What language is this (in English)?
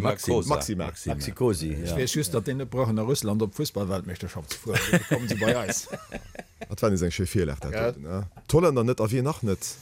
Luxembourgish